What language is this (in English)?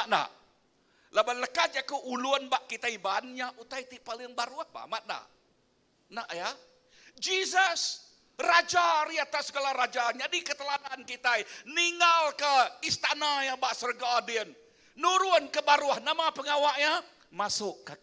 Iban